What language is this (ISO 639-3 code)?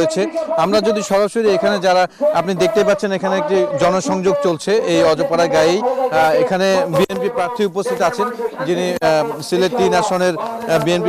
ben